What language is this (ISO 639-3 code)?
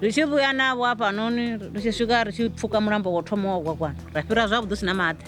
ven